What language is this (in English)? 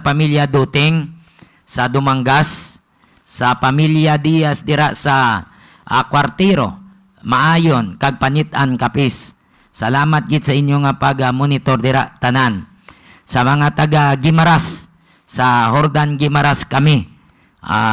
Hiligaynon